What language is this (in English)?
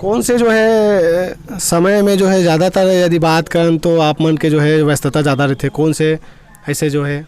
Chhattisgarhi